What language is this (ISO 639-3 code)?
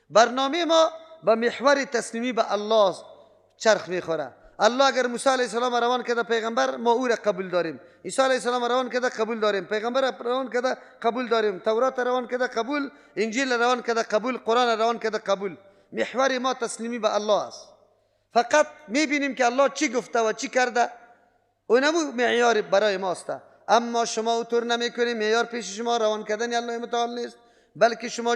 fas